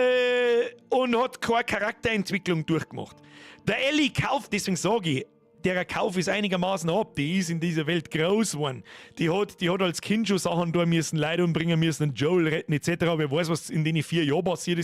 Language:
Bavarian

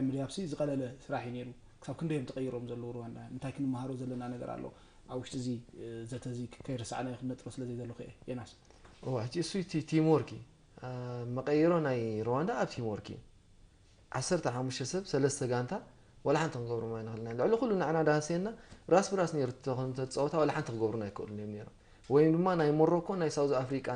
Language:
Tigrinya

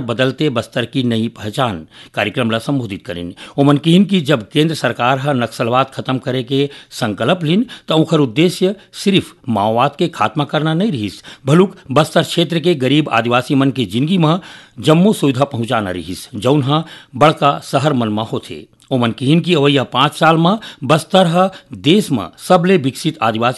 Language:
Chhattisgarhi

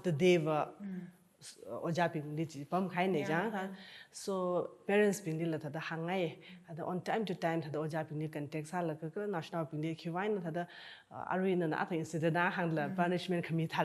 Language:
Tangkhul Naga (India)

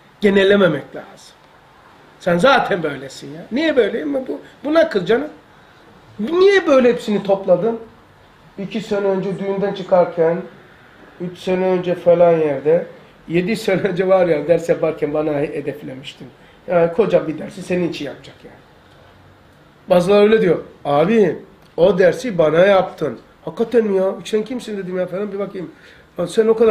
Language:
Turkish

